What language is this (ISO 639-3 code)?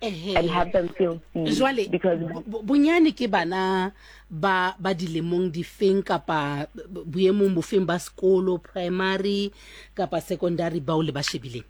sot